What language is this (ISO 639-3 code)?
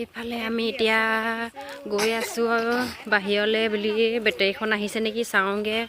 asm